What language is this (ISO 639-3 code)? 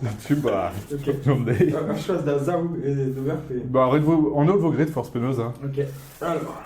bre